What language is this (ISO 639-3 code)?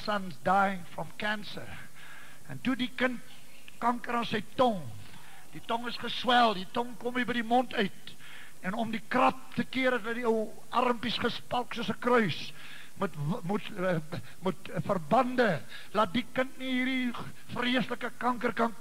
afr